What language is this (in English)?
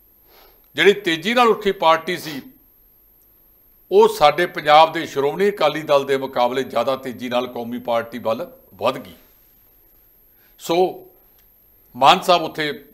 Punjabi